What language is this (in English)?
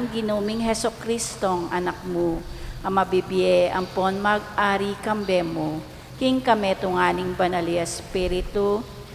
Pampanga